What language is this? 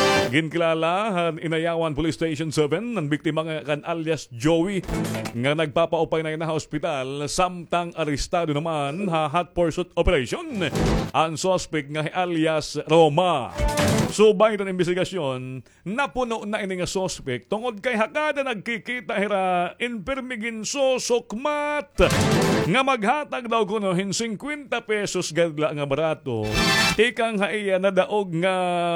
Waray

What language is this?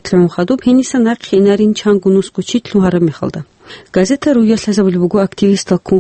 Avaric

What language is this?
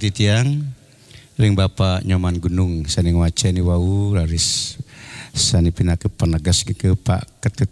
Balinese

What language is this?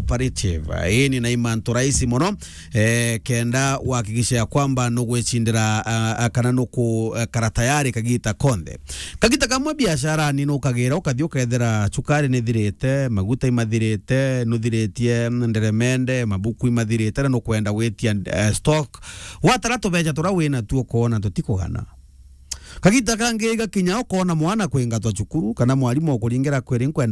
Meru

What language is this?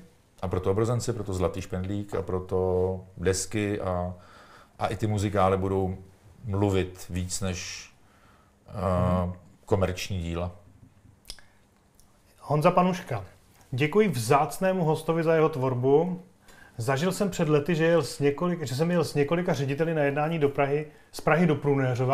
Czech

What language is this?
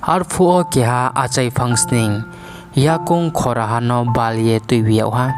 Riang (India)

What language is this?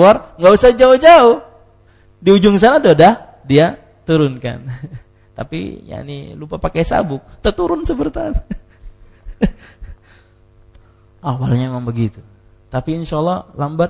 Indonesian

